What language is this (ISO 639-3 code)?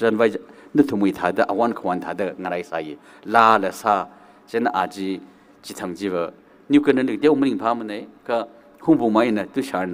nmf